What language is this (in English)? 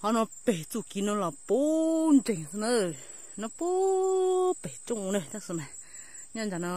Hmong